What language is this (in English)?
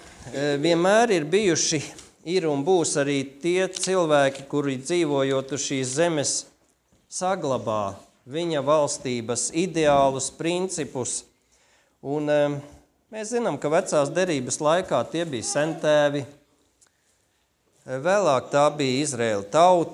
Latvian